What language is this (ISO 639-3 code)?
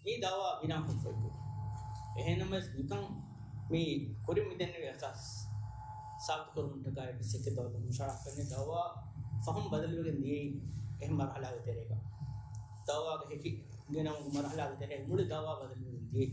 div